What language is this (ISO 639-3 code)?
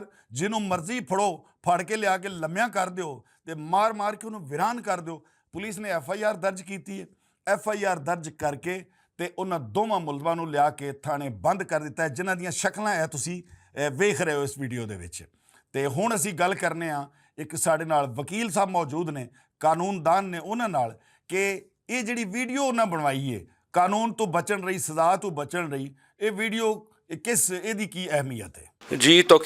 lah